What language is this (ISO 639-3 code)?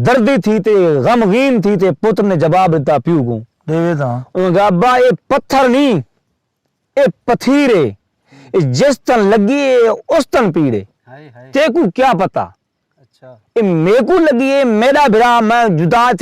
skr